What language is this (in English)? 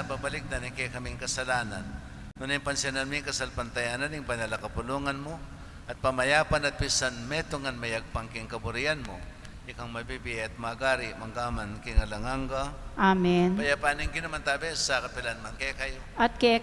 Pampanga